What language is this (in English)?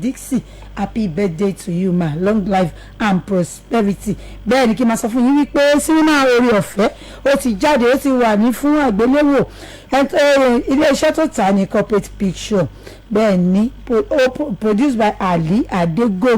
Yoruba